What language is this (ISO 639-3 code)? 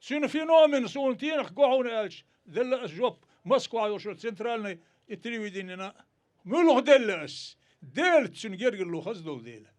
che